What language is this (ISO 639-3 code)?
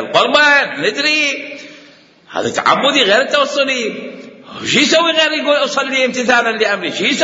acm